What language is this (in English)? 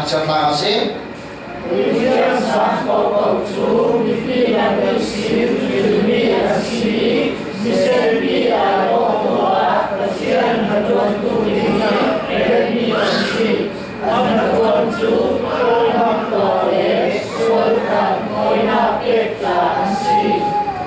Falam Chin